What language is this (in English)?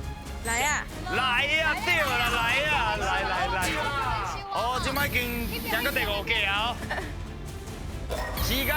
Min Nan Chinese